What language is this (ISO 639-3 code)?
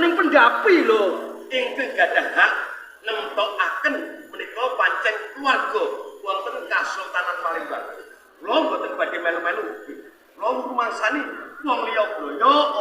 jav